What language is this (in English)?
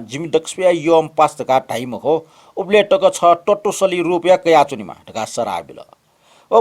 Newari